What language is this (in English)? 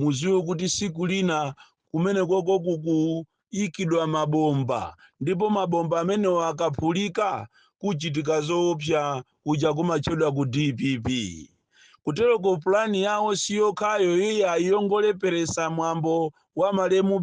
Nyanja